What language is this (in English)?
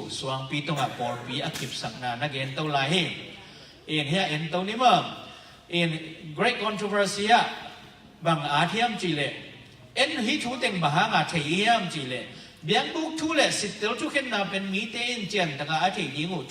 Tedim Chin